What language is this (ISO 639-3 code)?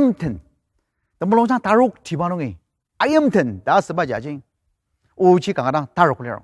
njo